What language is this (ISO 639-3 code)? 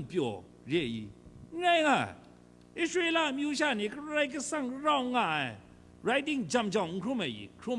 kac